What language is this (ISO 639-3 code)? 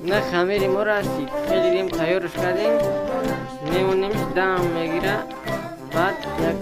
tgk